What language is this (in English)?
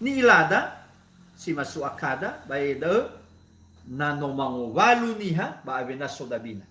Nias